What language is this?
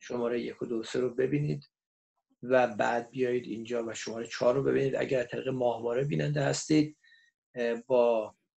Persian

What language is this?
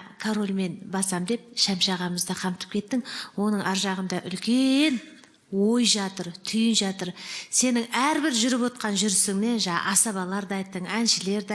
Kazakh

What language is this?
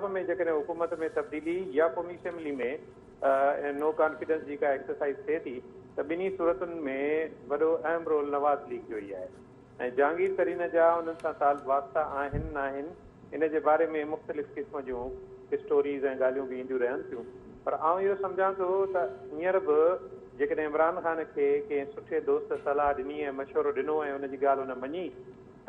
Sindhi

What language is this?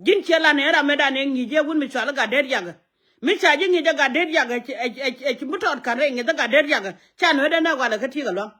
Nuer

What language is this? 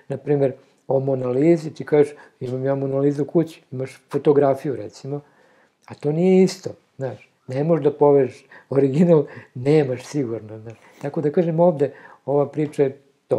Serbian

